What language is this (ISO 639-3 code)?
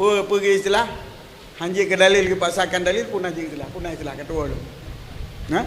ace